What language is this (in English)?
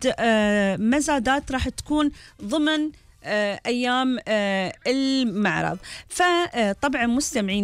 Gulf Arabic